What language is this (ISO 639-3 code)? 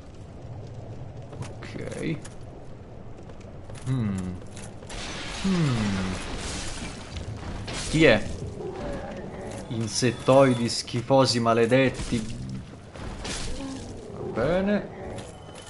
ita